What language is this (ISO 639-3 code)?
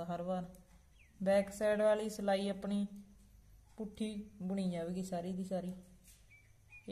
pan